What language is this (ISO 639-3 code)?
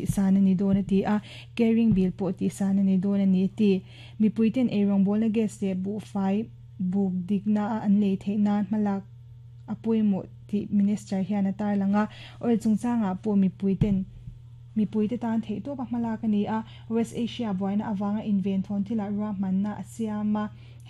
lus